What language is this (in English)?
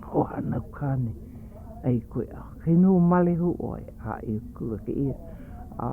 Hawaiian